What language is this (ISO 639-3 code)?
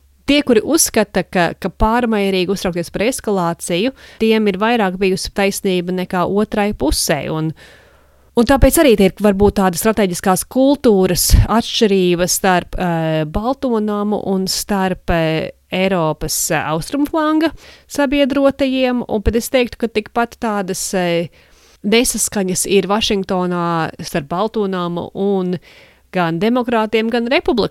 lav